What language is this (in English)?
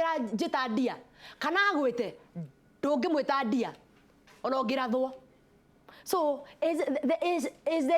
Kikuyu